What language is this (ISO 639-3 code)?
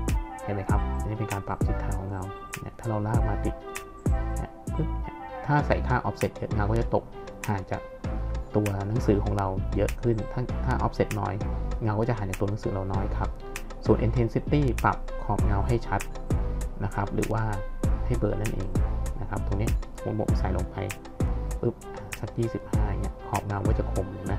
tha